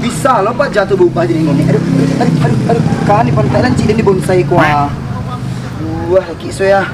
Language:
Minangkabau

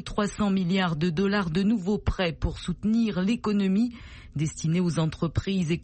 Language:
French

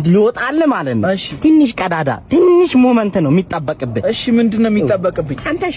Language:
Amharic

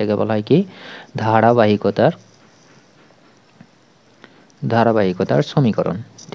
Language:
Bangla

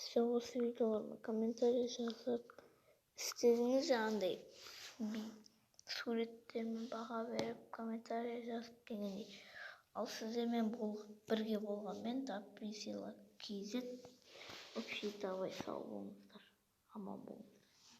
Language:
Kazakh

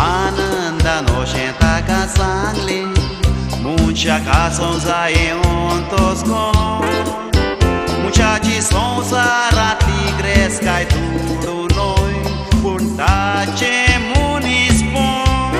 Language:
Konkani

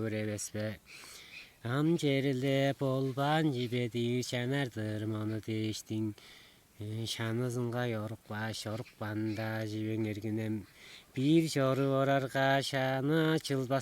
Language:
Tuvinian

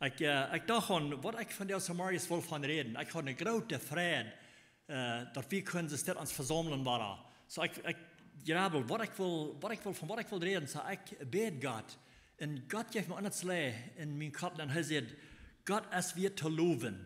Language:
Plautdietsch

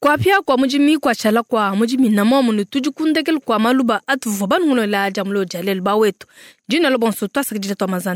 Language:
Luba-Lulua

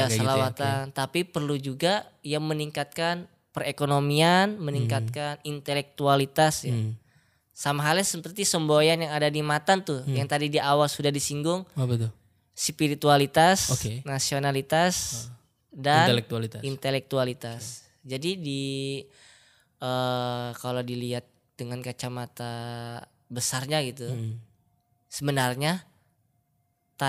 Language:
Indonesian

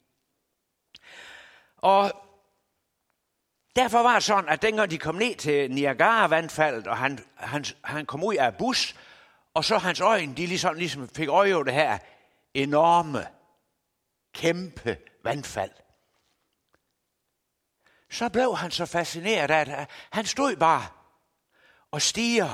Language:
Danish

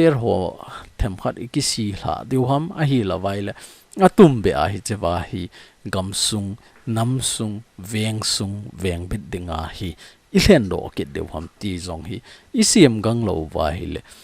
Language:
Thado Chin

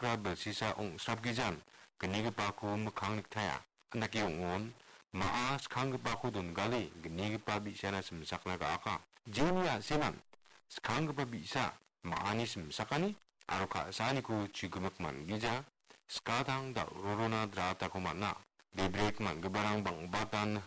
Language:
Garo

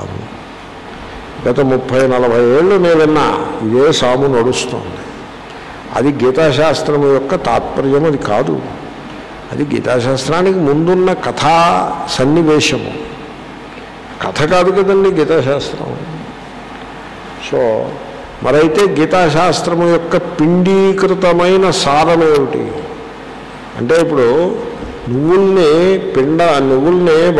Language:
Telugu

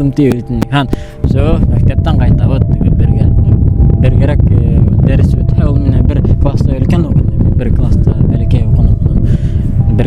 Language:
Bashkir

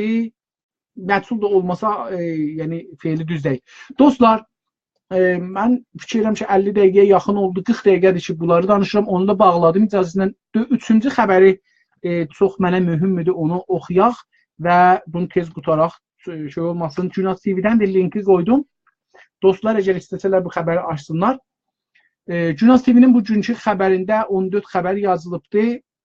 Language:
South Azerbaijani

